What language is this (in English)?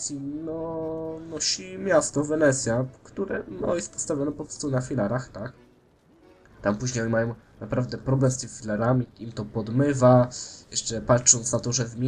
Polish